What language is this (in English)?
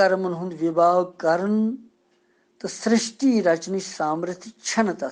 Kashmiri